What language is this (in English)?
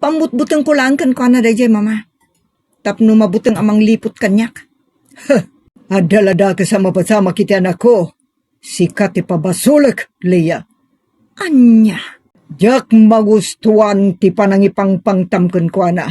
Iloko